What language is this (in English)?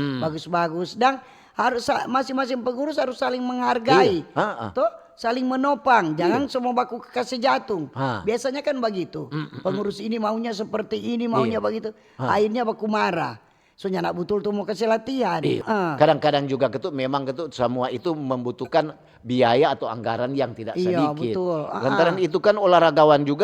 Manado Malay